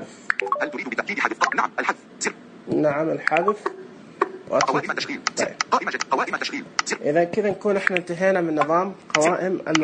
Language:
Najdi Arabic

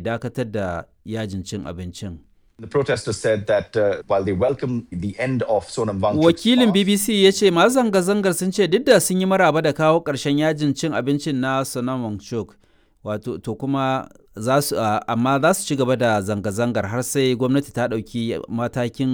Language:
Hausa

